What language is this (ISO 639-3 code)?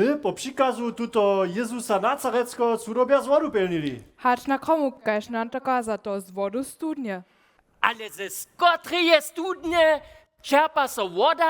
hsb